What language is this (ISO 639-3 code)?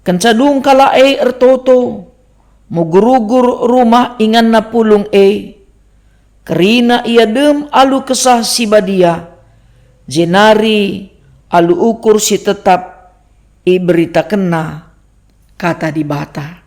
btx